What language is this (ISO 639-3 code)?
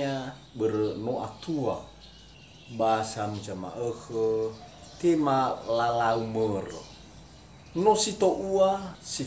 nia